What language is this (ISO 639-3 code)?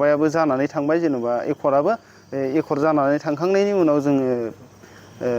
brx